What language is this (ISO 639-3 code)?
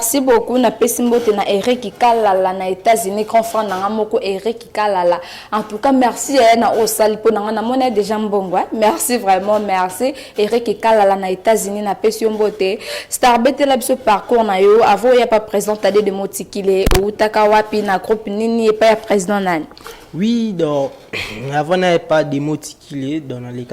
lin